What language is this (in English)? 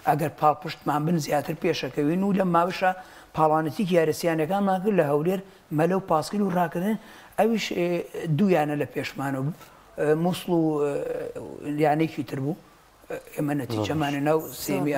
Central Kurdish